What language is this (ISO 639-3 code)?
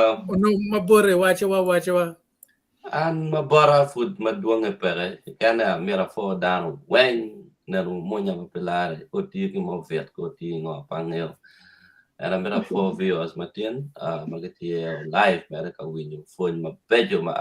ach